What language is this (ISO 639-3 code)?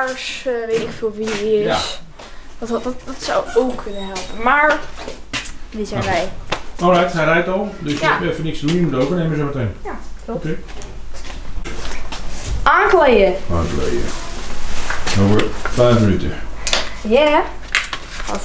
nld